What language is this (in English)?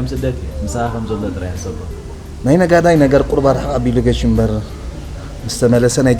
Tigrinya